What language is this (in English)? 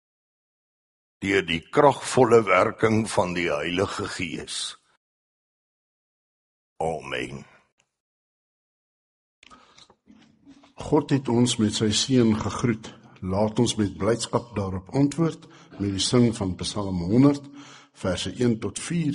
Afrikaans